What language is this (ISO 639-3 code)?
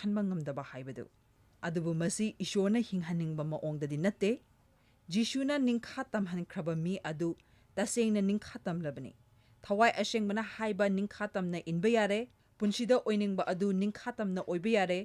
mni